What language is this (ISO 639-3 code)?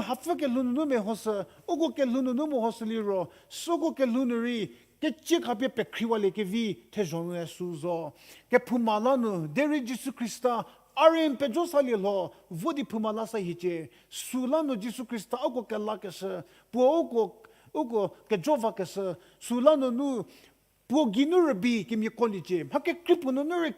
njm